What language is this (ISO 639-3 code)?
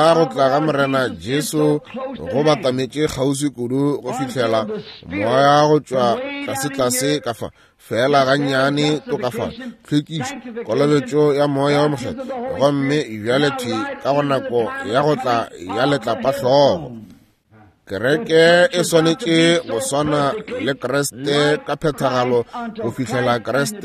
nso